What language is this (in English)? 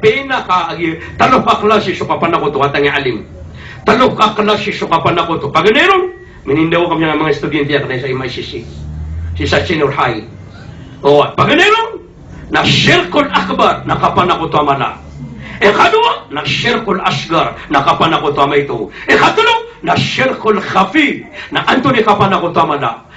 Maranao